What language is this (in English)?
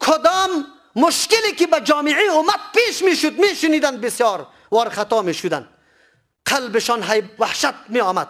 Persian